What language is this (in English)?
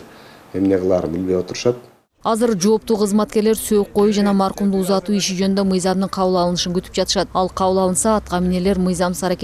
Kyrgyz